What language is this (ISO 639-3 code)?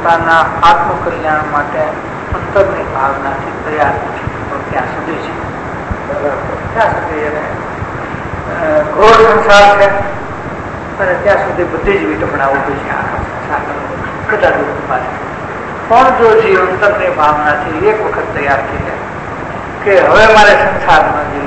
guj